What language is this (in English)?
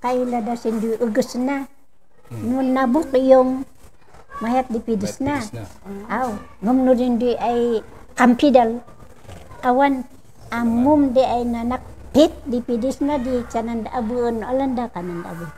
Kankanaey